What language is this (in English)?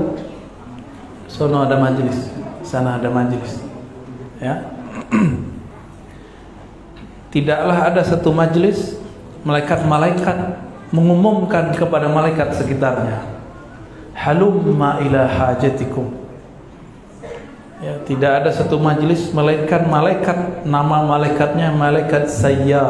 Indonesian